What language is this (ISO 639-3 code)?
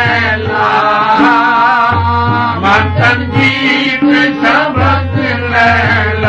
pan